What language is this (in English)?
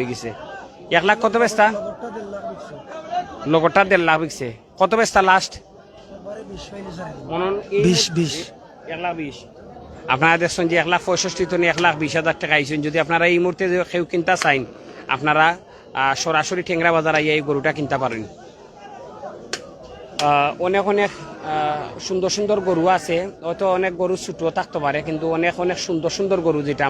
Sylheti